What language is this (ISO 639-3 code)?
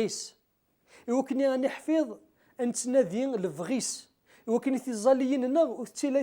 kab